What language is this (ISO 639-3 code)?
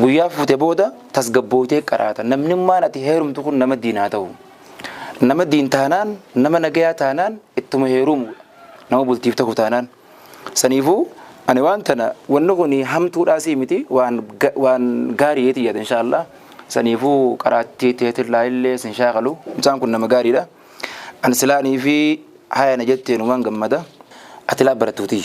orm